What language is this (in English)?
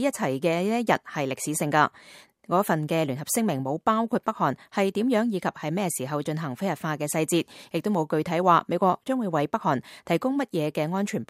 Cantonese